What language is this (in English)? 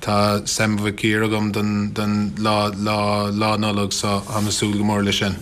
Irish